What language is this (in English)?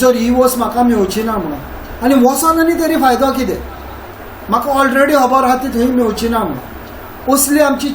Konkani